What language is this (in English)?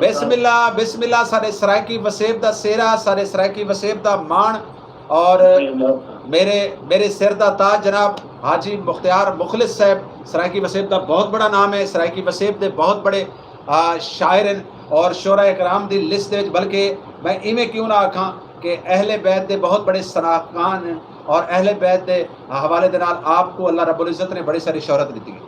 Saraiki